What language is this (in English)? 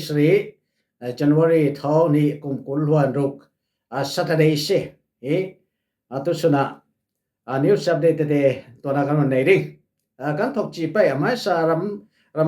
Falam Chin